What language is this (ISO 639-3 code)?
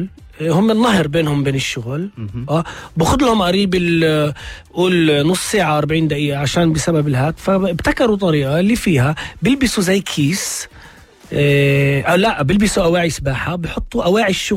apc